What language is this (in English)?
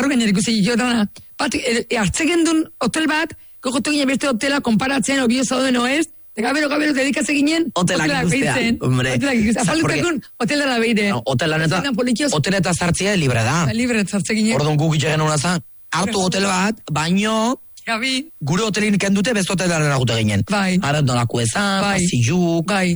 Basque